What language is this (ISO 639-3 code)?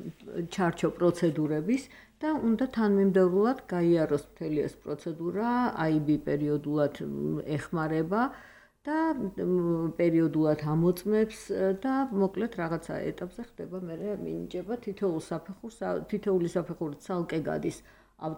kat